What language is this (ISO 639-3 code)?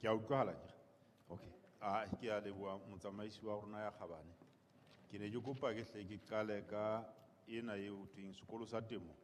sot